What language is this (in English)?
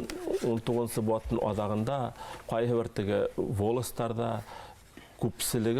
Bashkir